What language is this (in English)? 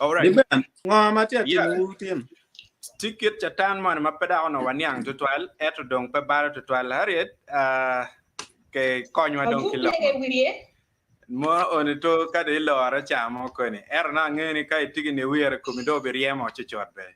Acoli